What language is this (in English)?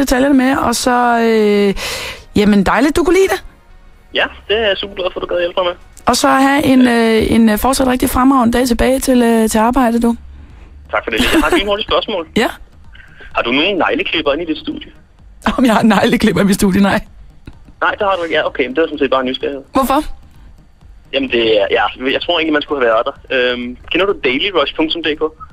Danish